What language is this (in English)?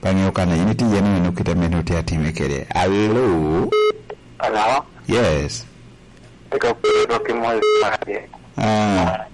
Lango (Uganda)